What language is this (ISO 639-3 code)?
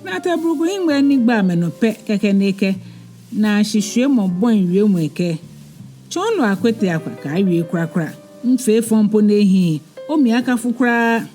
gaa